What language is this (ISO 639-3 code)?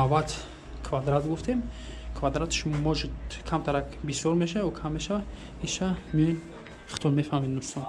tgk